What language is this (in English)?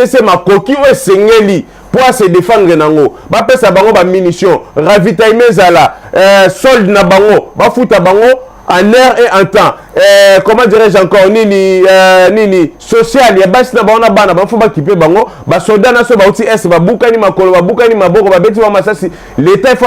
Lingala